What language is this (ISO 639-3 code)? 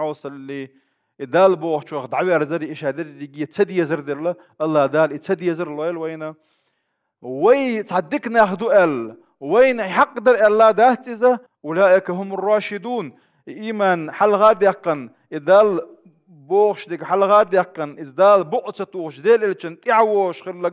che